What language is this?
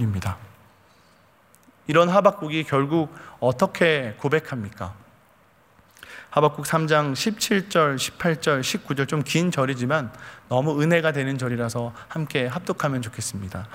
Korean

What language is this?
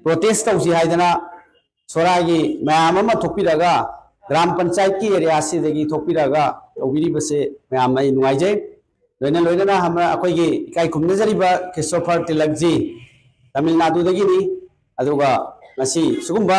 Manipuri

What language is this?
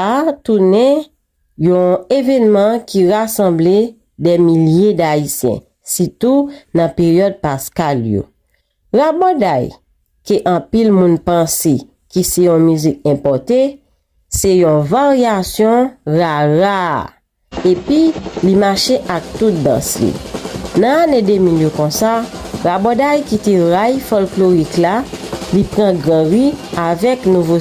Haitian Creole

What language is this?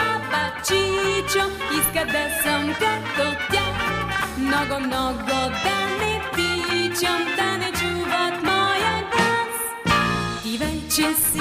Bulgarian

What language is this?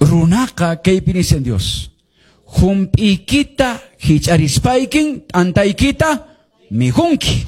Quechua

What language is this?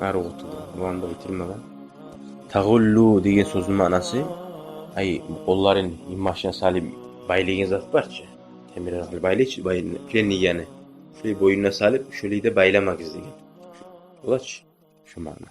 Kumyk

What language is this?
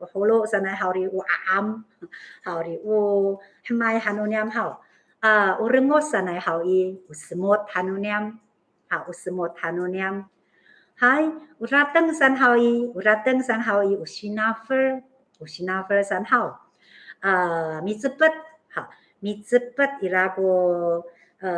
Amis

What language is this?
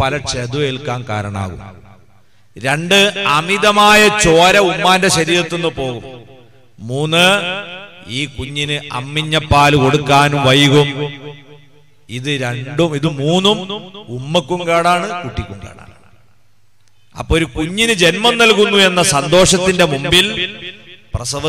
Malayalam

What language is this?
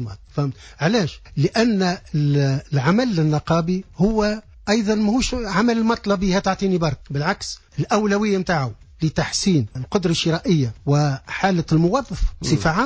Tunisian Arabic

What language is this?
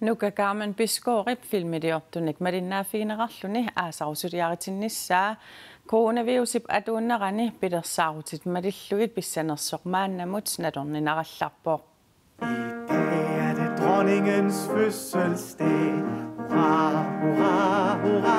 Kalaallisut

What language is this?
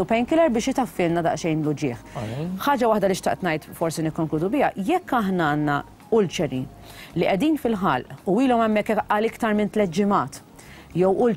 Maltese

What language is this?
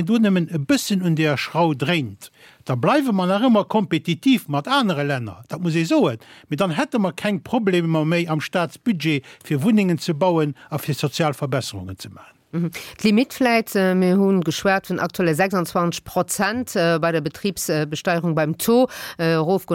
Luxembourgish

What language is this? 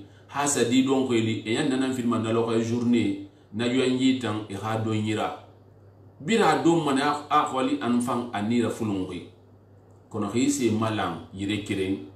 Susu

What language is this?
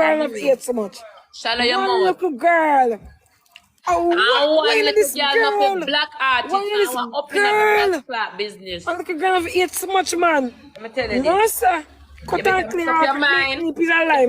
Jamaican Creole English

